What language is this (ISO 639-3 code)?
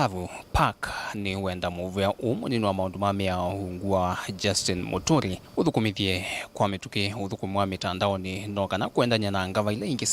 kam